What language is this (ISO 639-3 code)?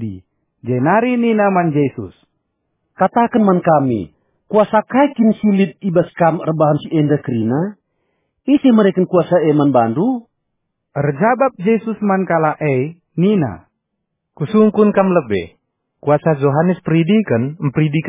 btx